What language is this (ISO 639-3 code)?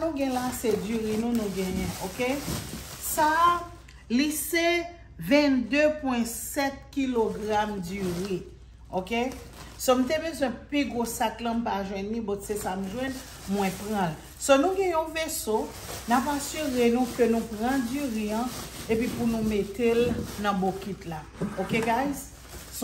hat